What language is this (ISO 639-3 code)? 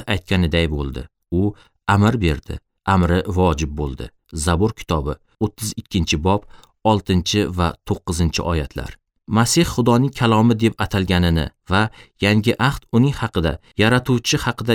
uzb